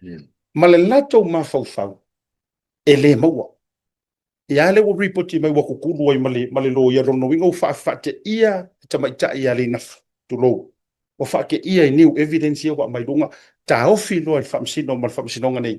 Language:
Samoan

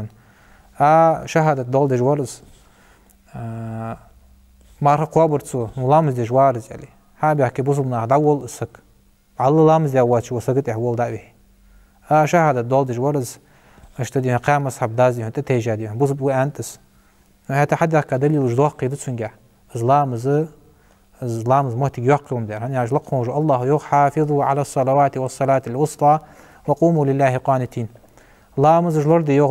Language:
Ingush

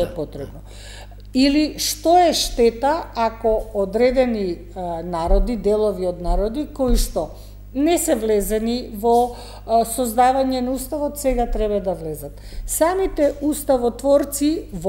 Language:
Macedonian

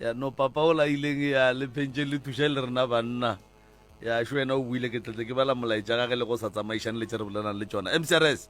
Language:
Northern Sotho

